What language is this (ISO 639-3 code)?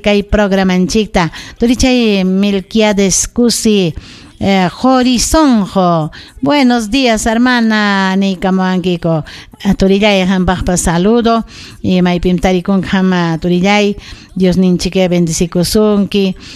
quy